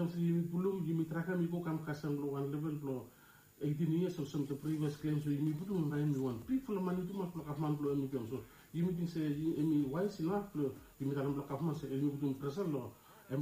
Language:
Bislama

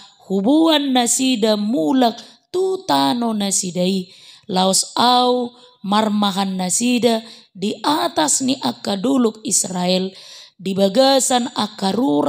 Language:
Batak Toba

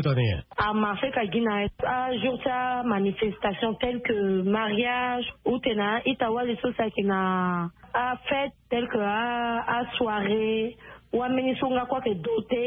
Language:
Sango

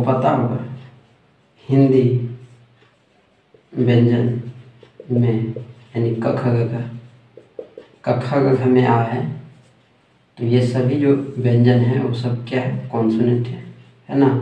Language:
Hindi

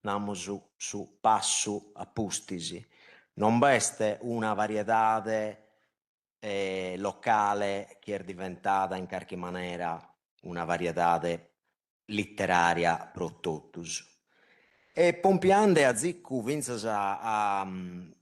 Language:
Sardinian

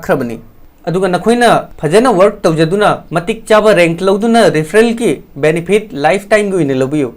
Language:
Manipuri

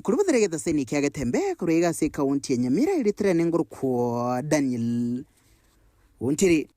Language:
Gusii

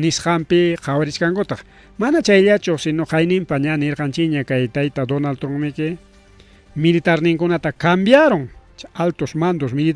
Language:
Ayacucho Quechua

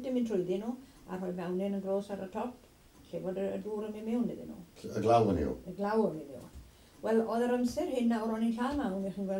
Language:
Welsh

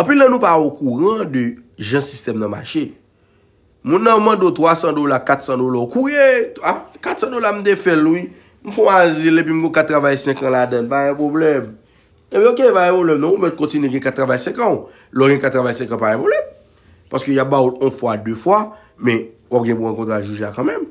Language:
Haitian Creole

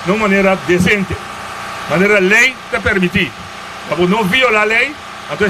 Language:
Papiamento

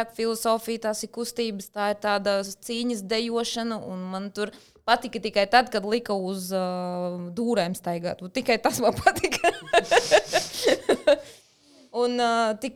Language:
Latvian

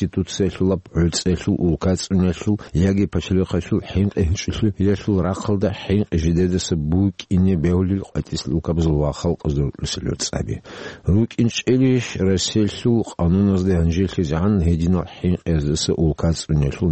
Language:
Avaric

